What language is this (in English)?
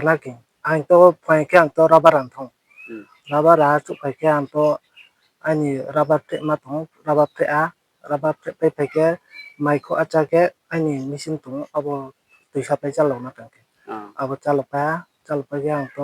Riang (India)